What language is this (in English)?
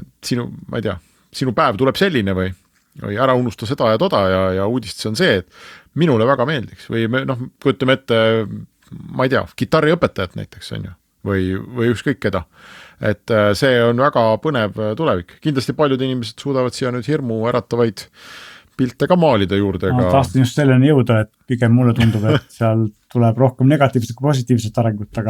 Estonian